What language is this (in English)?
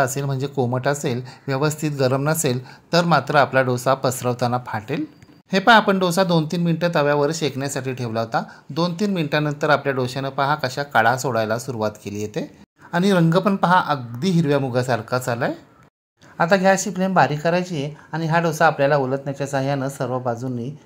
Marathi